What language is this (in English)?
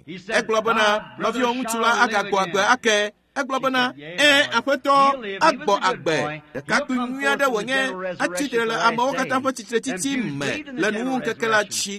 Ewe